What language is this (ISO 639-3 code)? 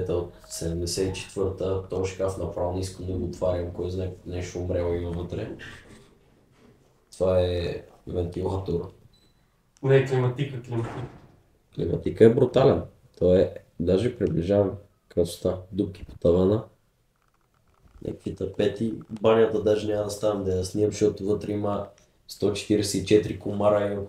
bul